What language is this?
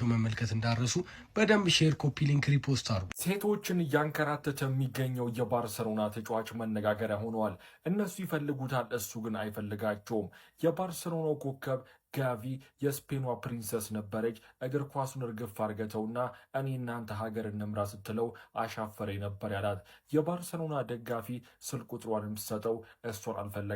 Amharic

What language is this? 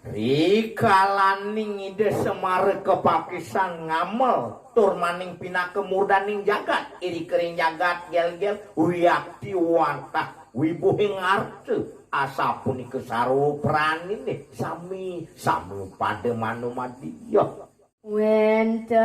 Balinese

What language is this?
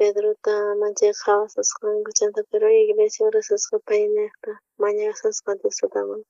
South Bolivian Quechua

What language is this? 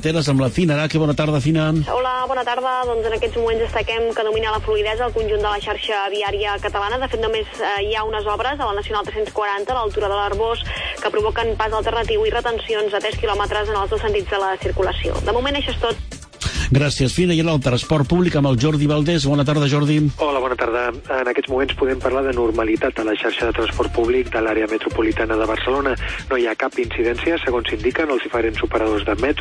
Catalan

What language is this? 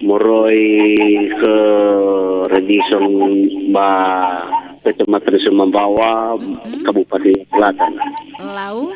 Nias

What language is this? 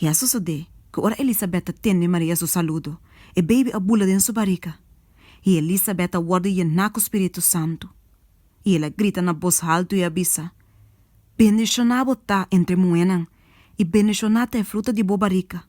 Papiamento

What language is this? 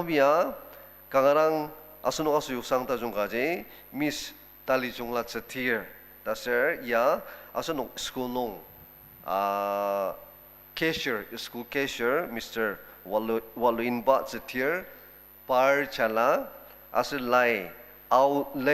Ao Naga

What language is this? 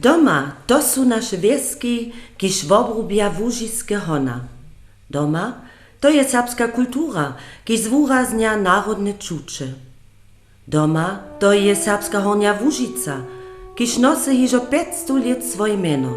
Upper Sorbian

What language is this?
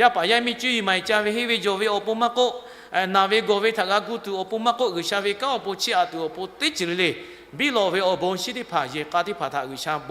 Lahu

